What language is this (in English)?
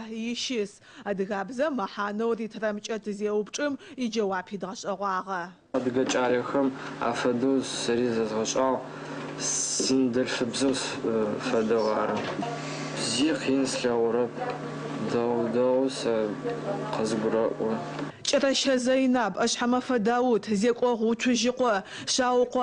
Adyghe